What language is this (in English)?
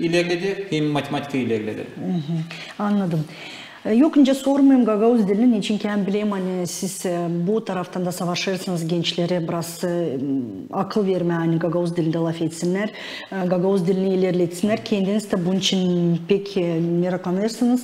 Gagauz